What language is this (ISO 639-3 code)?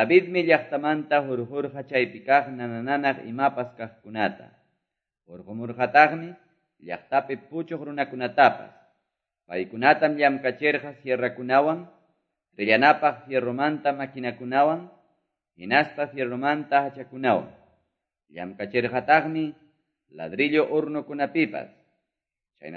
que